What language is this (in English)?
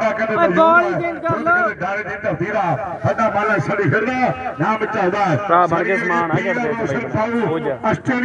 Punjabi